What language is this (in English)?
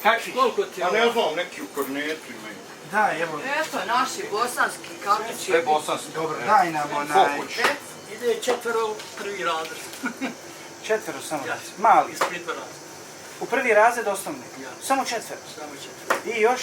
Bosnian